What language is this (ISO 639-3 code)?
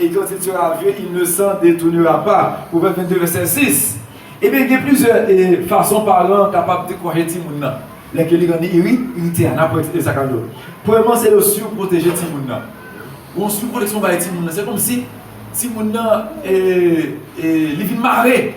hat